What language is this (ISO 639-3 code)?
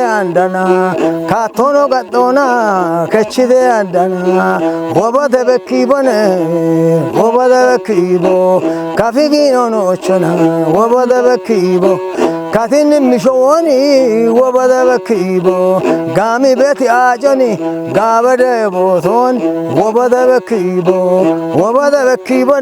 kbr